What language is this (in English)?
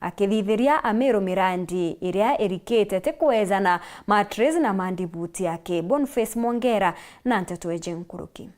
Meru